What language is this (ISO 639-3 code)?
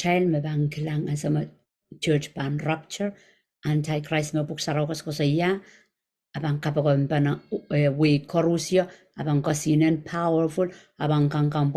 pon